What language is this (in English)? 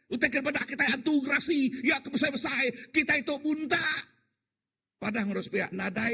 Iban